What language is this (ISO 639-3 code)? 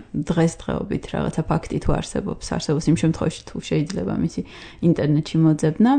kat